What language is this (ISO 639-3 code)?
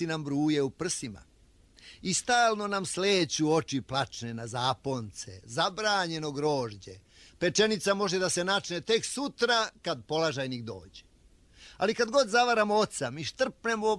srp